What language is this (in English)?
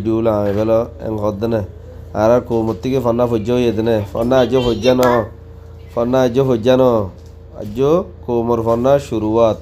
Rohingya